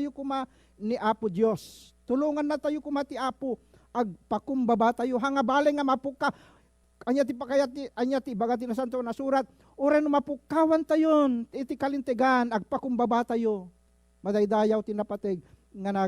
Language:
Iloko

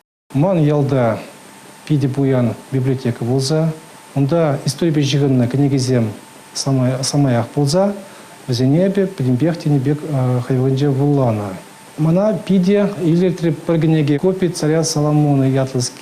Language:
Chuvash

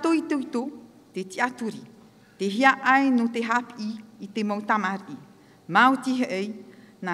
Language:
Tahitian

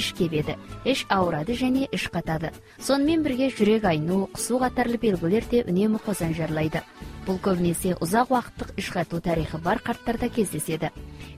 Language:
Kazakh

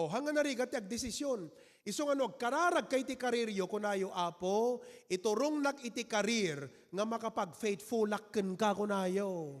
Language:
Iloko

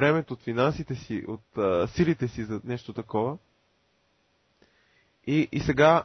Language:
Bulgarian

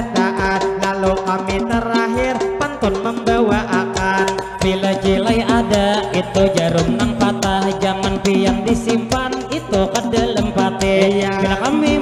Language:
Banjar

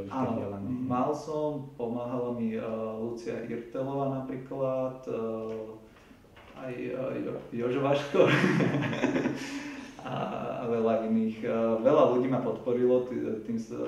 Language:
Slovak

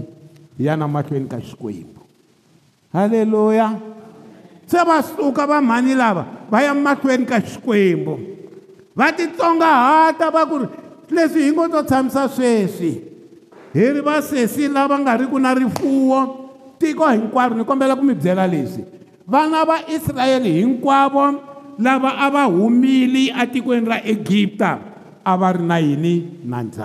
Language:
Tsonga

